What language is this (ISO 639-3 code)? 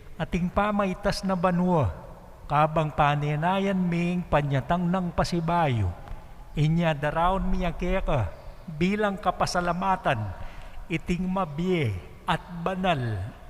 pam